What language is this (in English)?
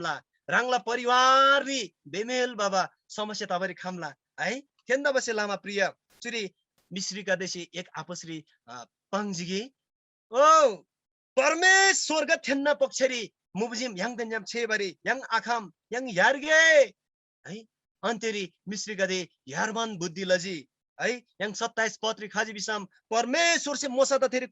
Eastern Tamang